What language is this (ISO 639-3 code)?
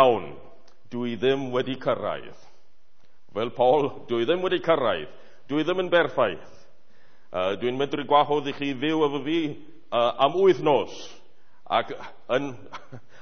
cym